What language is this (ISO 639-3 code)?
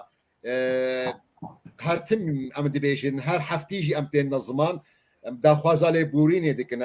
kur